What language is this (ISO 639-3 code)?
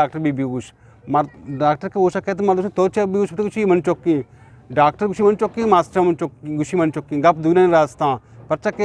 bgp